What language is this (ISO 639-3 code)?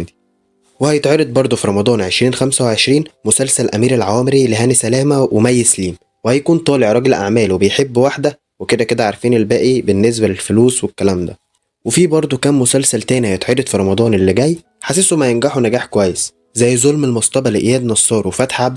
arz